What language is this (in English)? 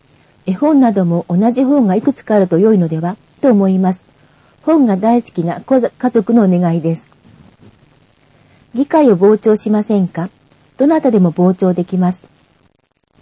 Japanese